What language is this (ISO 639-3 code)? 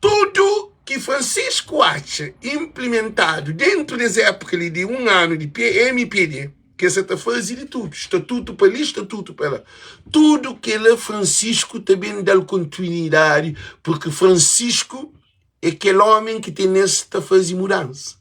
kea